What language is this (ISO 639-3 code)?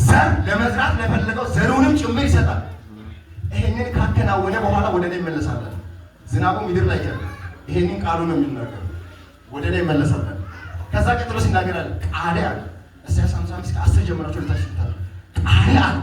amh